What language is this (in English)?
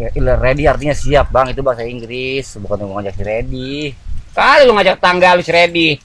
Betawi